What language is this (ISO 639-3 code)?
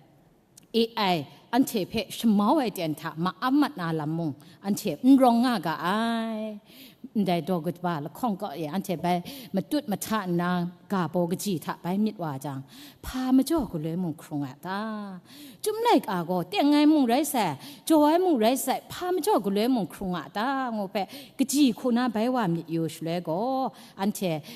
kac